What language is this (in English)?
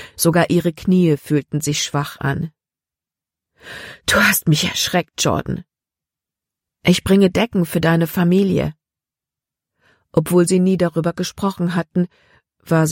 German